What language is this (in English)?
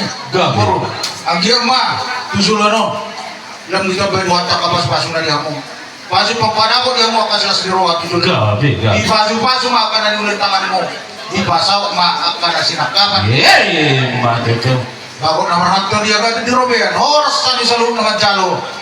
Batak Toba